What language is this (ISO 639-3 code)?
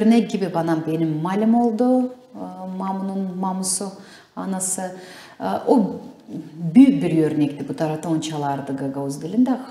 gag